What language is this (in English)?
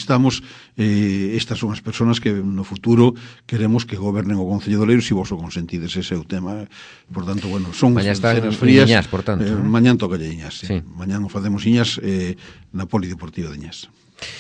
Galician